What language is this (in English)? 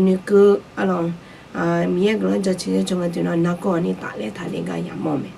Akha